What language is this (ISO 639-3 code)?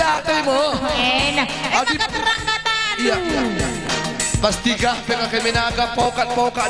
btx